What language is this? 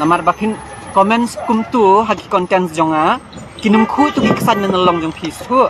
Khasi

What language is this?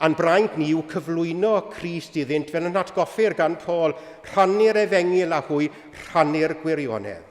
Welsh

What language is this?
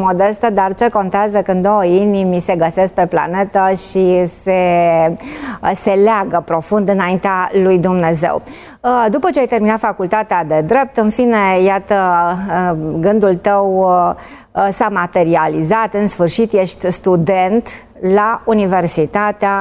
Romanian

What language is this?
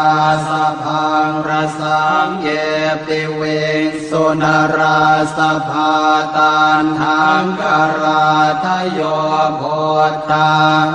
Pali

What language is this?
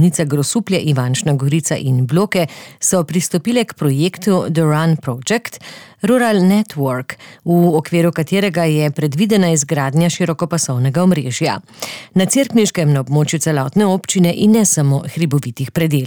Slovenian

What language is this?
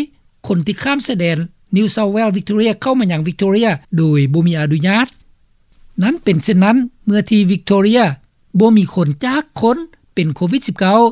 Lao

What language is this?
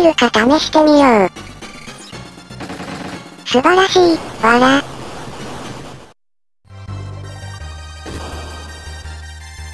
Japanese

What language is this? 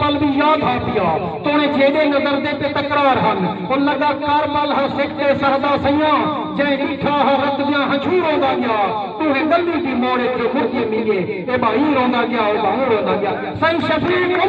Saraiki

